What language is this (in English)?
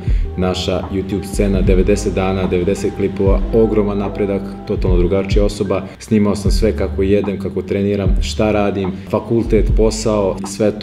Serbian